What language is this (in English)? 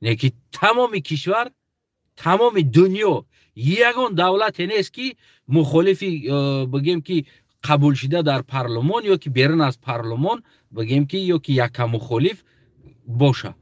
Tajik